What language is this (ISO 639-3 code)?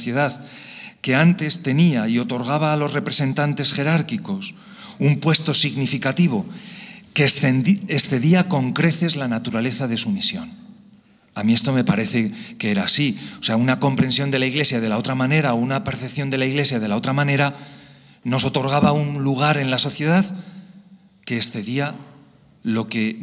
spa